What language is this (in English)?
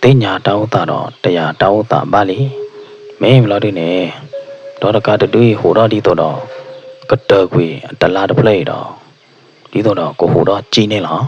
S'gaw Karen